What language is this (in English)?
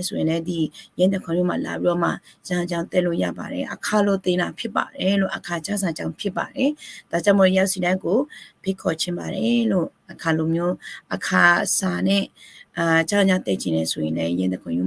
Akha